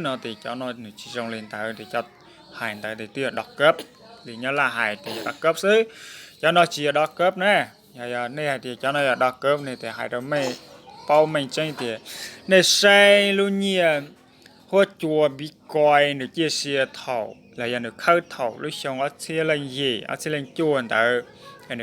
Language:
Hmong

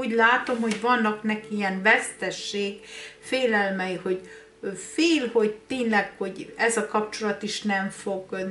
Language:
Hungarian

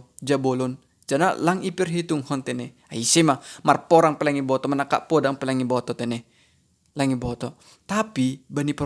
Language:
Batak Simalungun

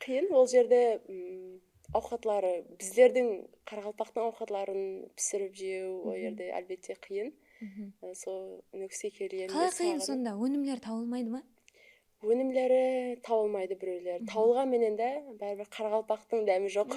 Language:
Kara-Kalpak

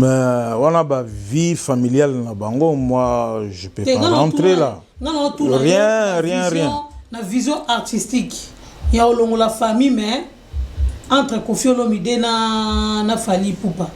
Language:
Lingala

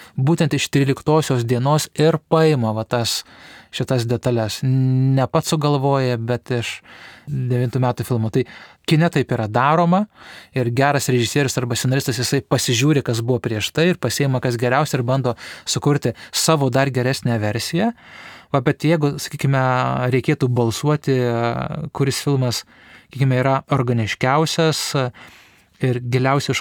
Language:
Lithuanian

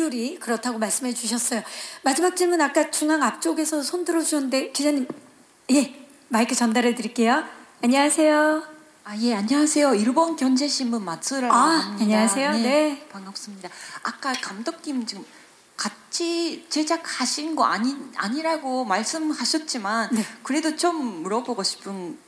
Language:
Korean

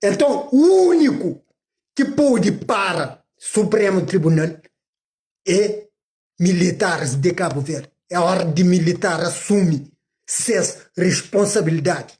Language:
Kabuverdianu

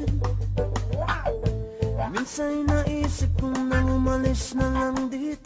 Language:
Filipino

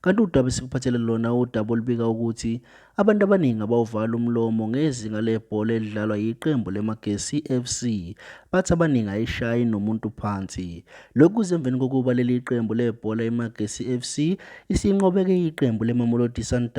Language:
Zulu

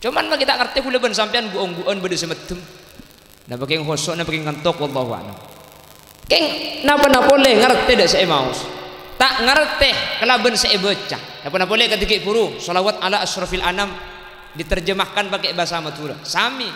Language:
Madurese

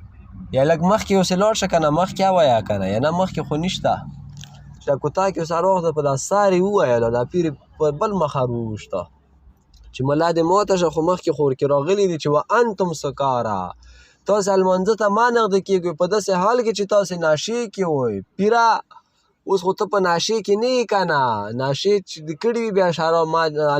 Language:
Pashto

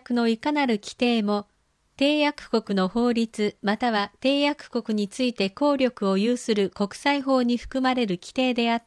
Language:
Japanese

